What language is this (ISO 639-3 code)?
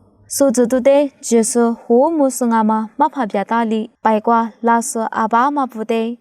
lis